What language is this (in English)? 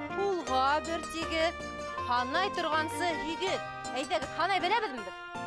Bashkir